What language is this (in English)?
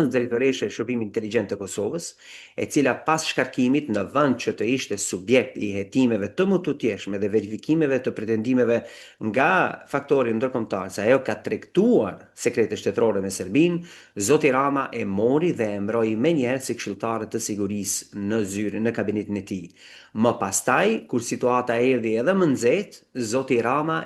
Albanian